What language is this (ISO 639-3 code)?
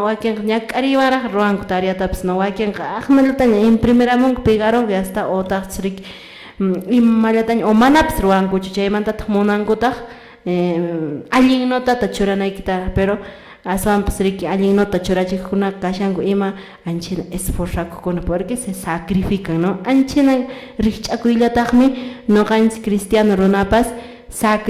que